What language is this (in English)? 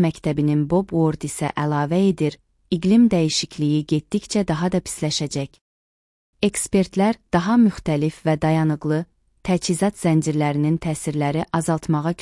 Azerbaijani